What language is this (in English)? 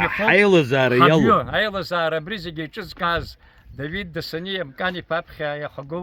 Abkhazian